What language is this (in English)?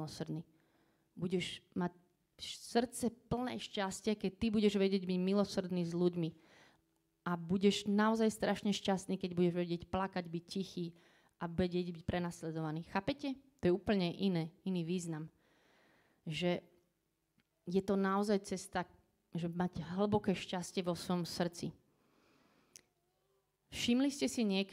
Slovak